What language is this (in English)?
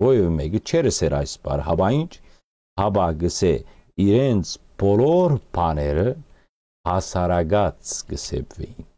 Western Armenian